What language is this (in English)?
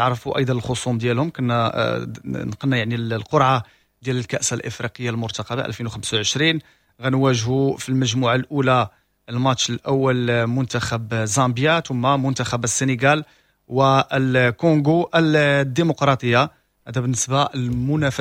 Moroccan Arabic